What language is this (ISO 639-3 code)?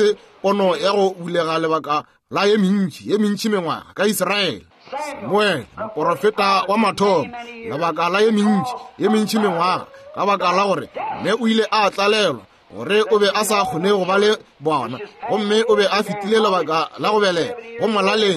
nso